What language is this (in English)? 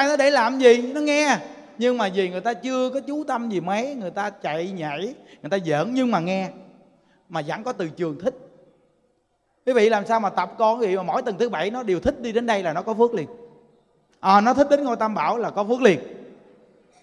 Vietnamese